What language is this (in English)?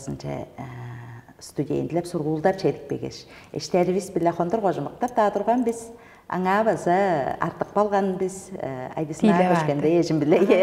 Tuvinian